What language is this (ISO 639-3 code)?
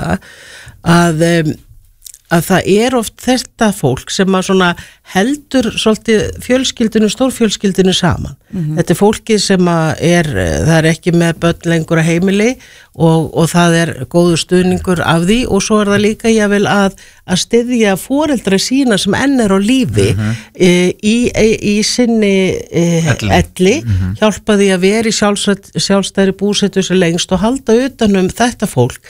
isl